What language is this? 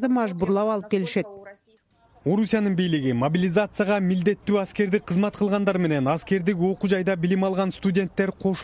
Kyrgyz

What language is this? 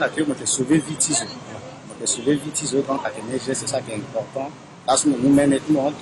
Sango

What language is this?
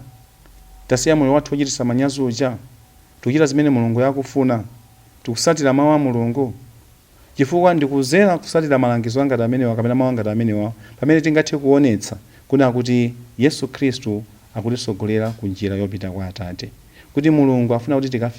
Nyanja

